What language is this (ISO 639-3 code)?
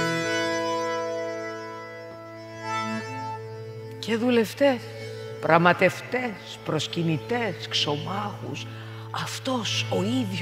ell